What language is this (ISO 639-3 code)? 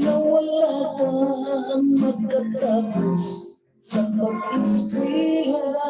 hil